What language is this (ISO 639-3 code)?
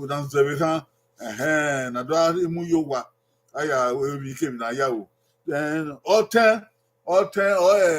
bin